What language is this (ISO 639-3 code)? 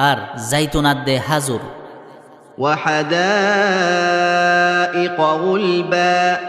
rhg